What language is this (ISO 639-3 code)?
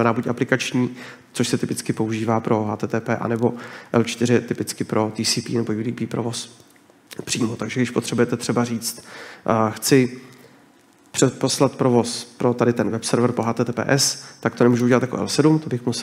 ces